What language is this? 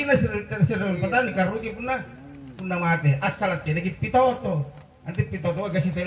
Makasar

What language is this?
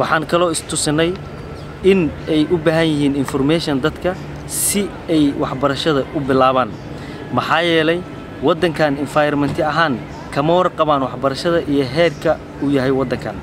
Somali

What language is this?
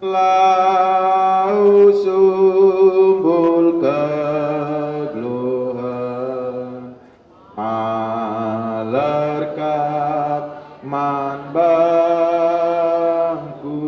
Batak Karo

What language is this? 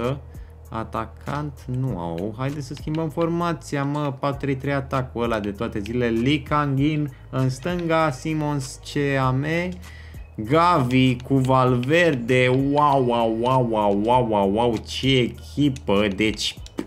Romanian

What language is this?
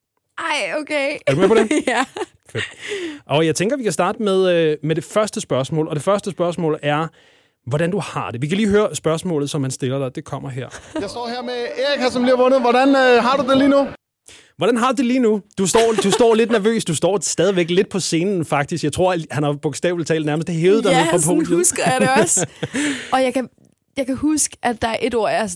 Danish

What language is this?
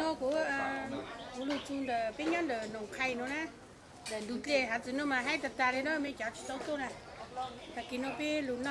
Hmong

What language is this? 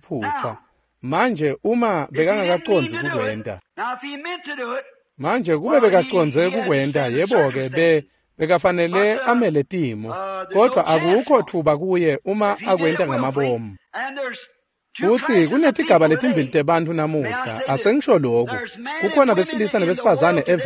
Swati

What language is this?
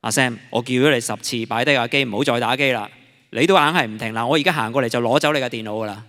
Cantonese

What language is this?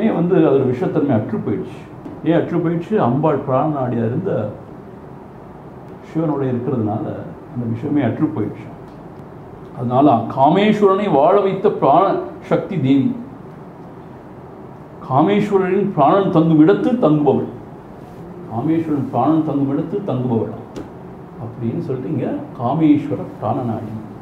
Tamil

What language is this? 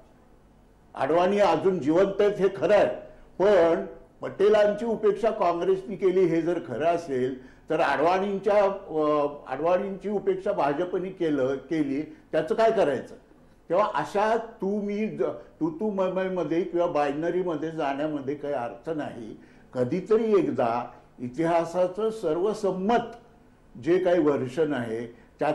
Marathi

